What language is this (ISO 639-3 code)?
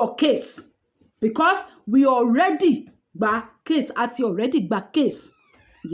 yor